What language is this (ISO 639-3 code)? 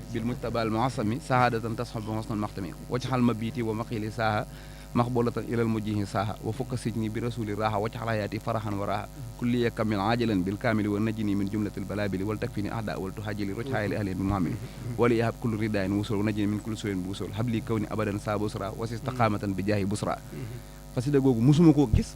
wol